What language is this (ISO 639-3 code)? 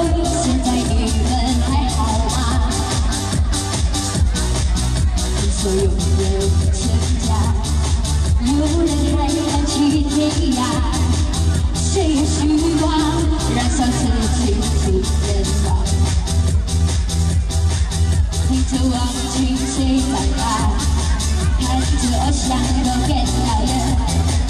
zho